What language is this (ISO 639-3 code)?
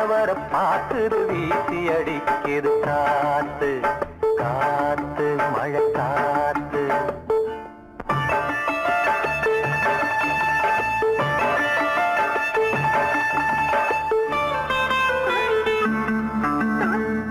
tam